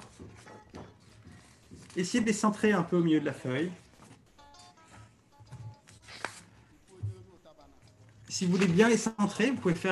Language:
French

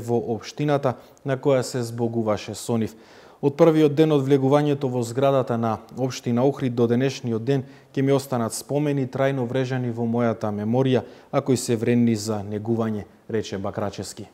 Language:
Macedonian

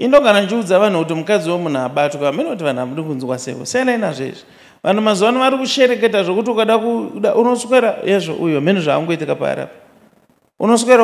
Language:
Shona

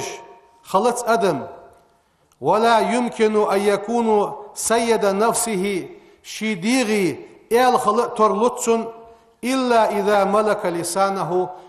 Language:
Ingush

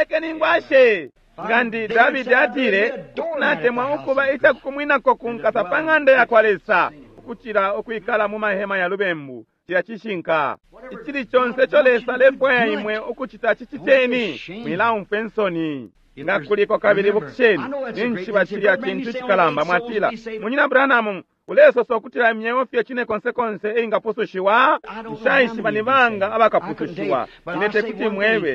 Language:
Bemba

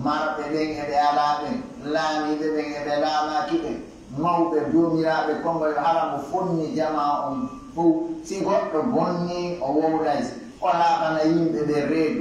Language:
Pular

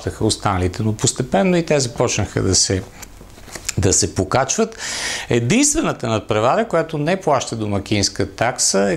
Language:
Bulgarian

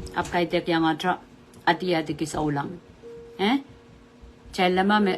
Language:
Pohnpeian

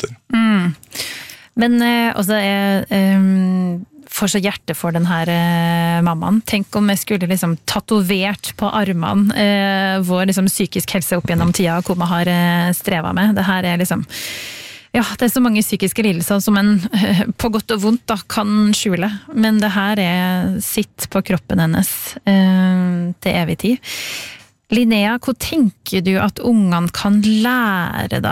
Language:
Norwegian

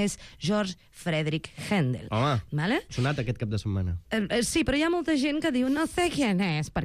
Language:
Catalan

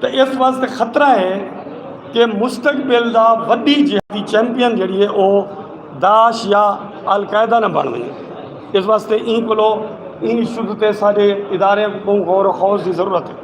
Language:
Saraiki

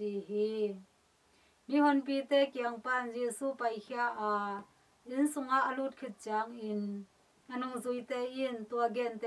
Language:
Tedim Chin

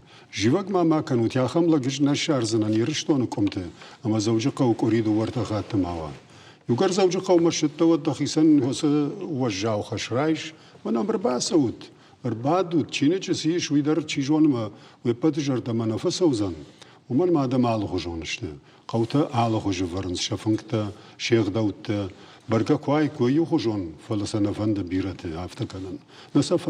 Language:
Ossetic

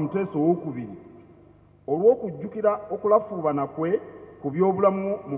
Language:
Ganda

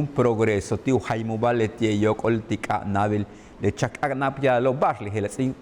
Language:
Yucateco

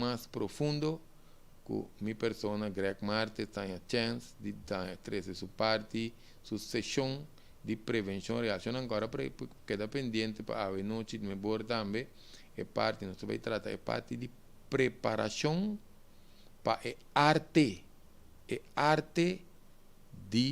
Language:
Papiamento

